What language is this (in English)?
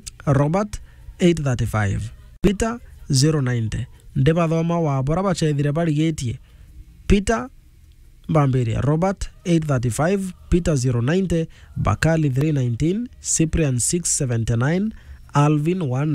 Meru